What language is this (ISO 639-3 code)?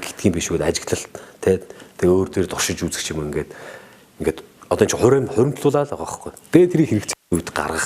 mon